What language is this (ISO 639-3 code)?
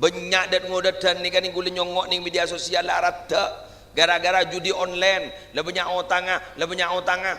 mad